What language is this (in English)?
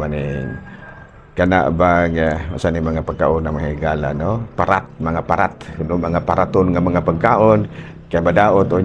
Cebuano